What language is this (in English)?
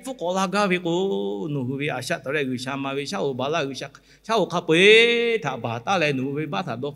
Lahu